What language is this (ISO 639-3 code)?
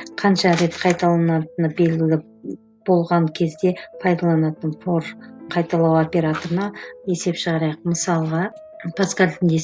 kaz